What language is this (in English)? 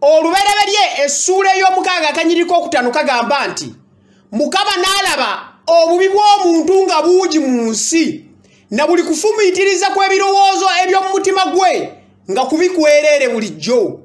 Ganda